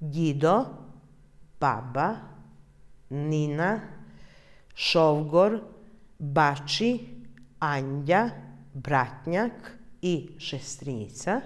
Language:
Rusyn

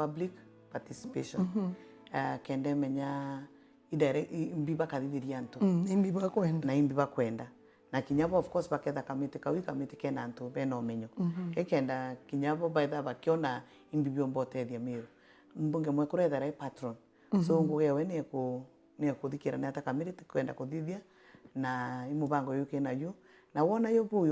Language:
Meru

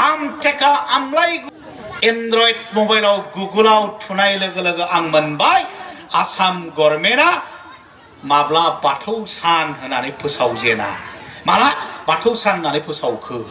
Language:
Bodo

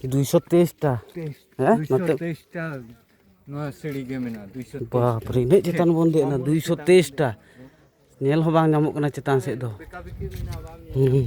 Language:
Santali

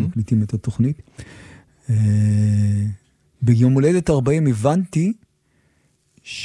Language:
Hebrew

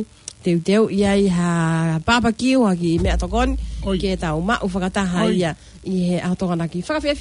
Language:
Tongan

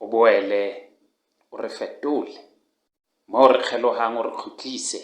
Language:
Southern Sotho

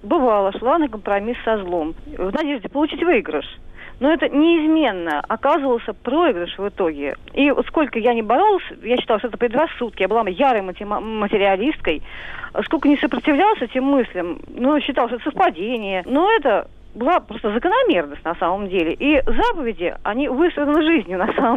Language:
Russian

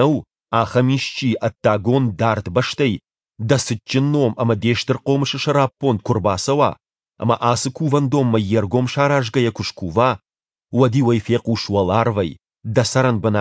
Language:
Ossetic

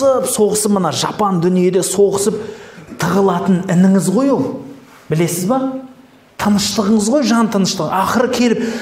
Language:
Kazakh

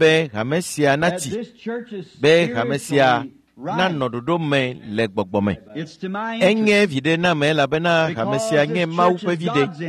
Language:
Ewe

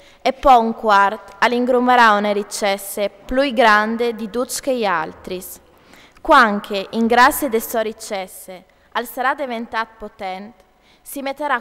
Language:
Friulian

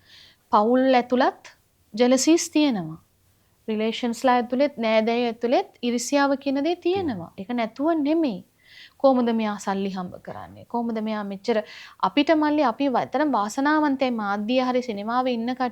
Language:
Sinhala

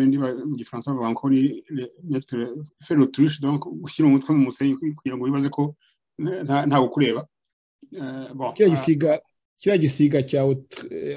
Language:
Kinyarwanda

